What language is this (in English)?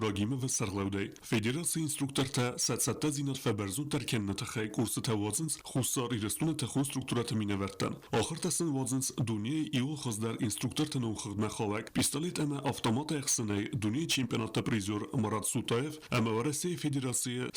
Ossetic